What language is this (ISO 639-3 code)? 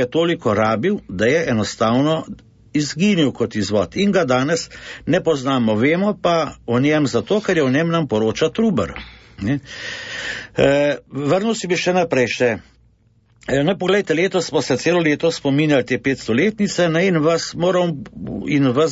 slv